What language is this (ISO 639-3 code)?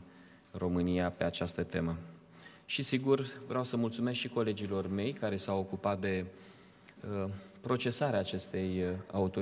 ron